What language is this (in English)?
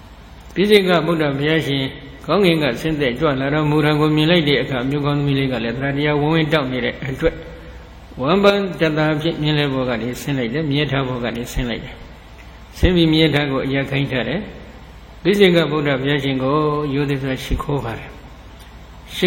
Burmese